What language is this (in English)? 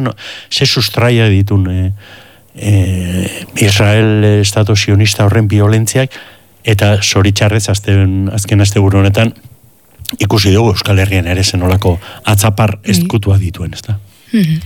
Basque